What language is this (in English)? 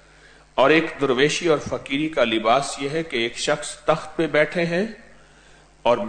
Urdu